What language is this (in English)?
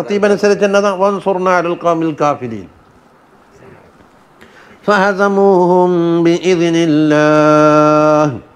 Malayalam